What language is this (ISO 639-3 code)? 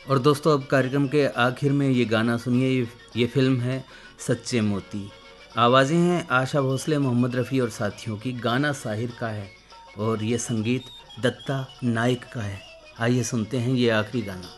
hin